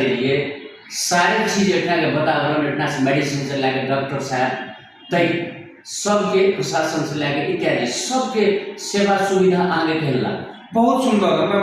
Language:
Maithili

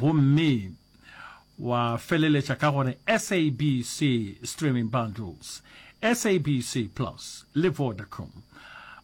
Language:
Northern Sotho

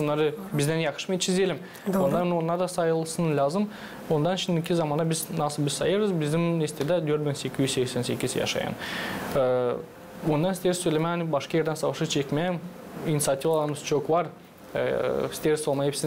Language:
Gagauz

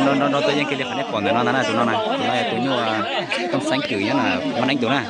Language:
Hmong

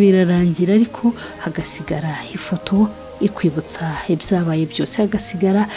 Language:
Kinyarwanda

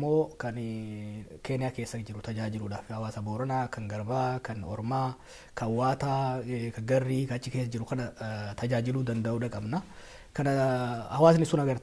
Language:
Oromo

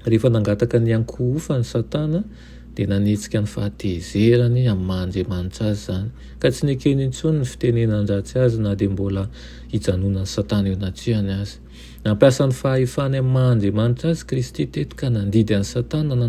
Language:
Malagasy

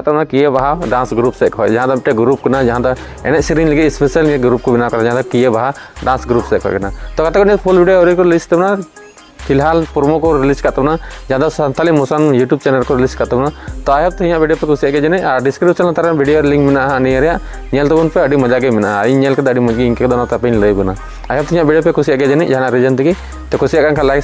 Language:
Santali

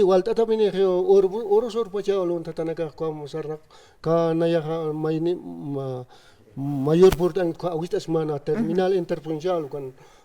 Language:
Aymara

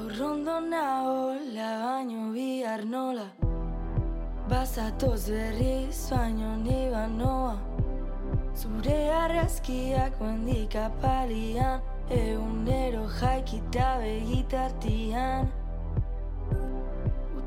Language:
Basque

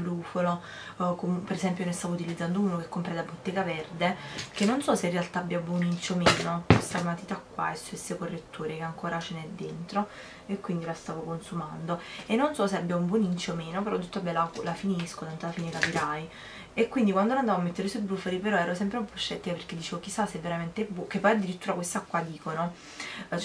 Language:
Italian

